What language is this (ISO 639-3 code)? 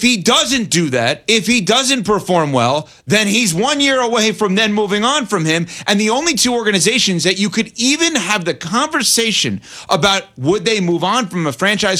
eng